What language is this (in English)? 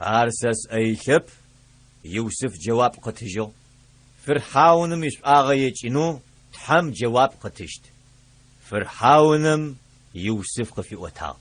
Adyghe